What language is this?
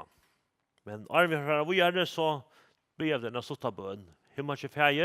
Faroese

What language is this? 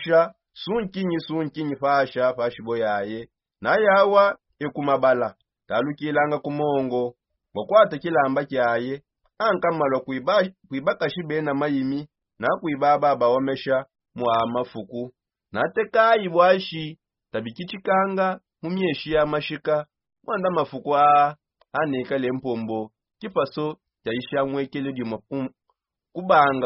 Songe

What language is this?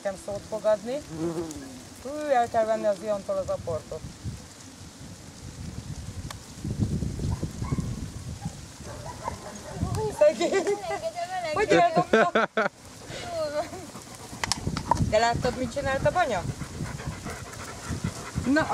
Hungarian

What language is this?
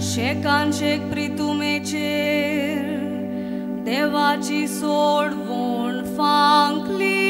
Konkani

